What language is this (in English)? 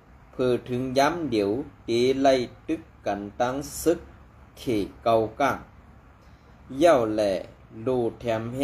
Shan